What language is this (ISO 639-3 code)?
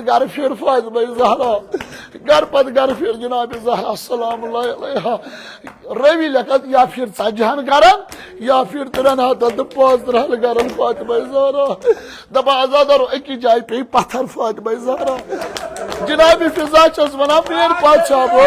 kas